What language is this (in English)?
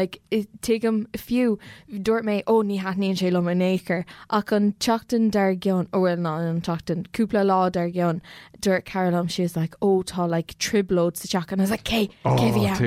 Irish